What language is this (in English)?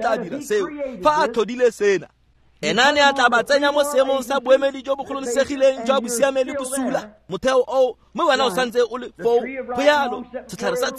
Tswana